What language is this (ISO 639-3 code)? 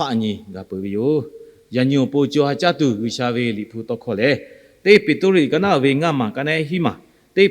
lhu